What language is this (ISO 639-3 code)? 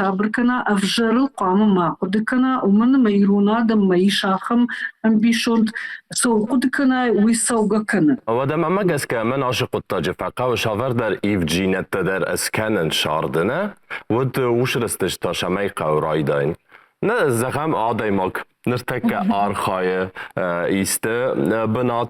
oss